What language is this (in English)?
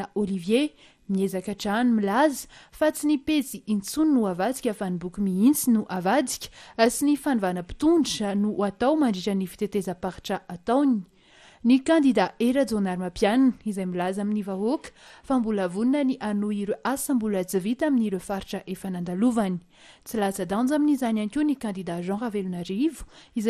Malagasy